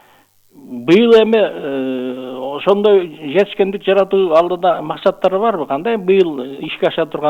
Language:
Kyrgyz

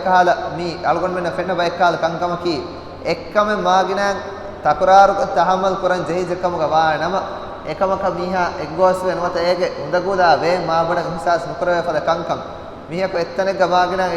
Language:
Divehi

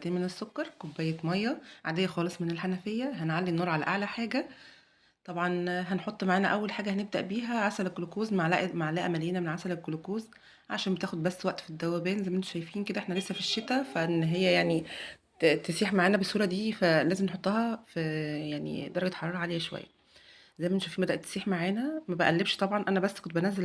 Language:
Egyptian Arabic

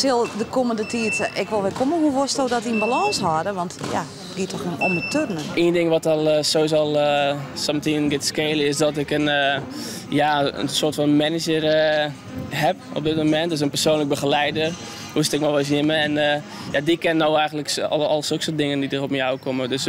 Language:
Western Frisian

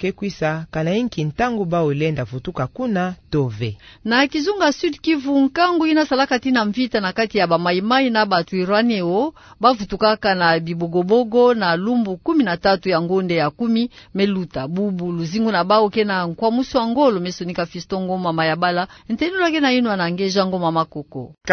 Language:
Kituba (Democratic Republic of Congo)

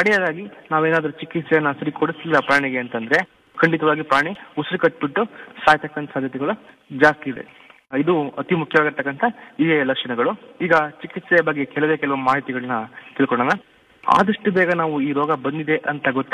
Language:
Kannada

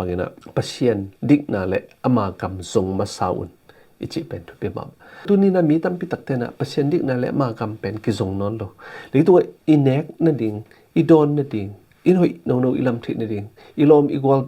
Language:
Tedim Chin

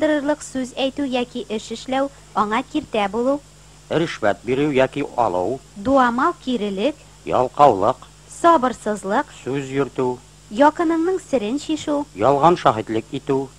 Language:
Tatar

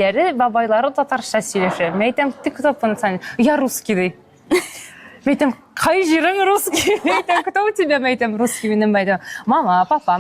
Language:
Tatar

